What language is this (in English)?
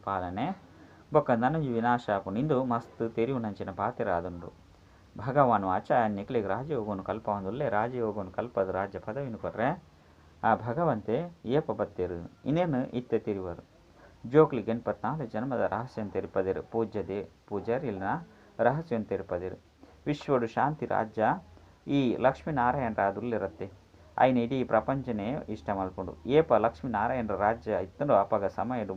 Tulu